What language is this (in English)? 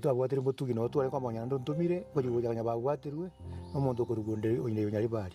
Gusii